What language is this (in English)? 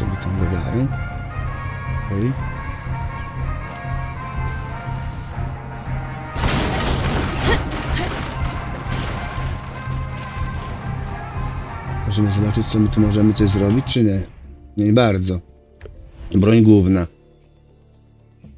Polish